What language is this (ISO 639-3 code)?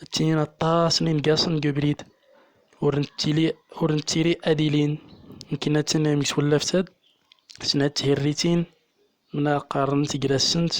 tzm